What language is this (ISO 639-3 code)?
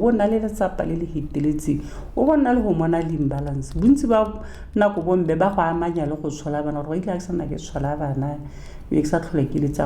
tsn